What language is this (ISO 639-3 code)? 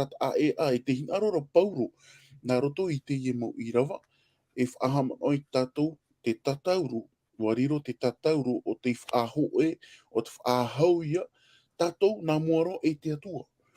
tah